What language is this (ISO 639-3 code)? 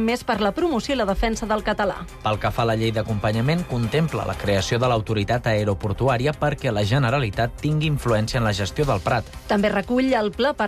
cat